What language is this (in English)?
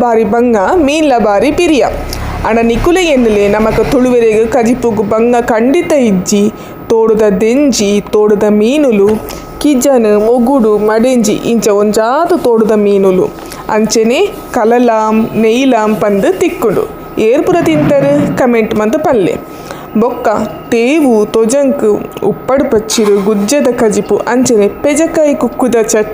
Tulu